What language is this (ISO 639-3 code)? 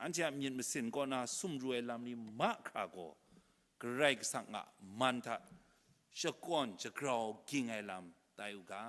kac